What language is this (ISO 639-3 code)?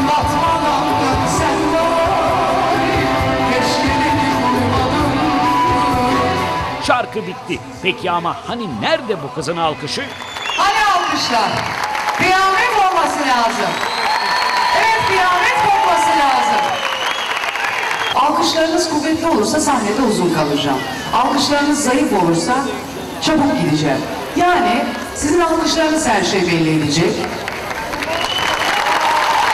tur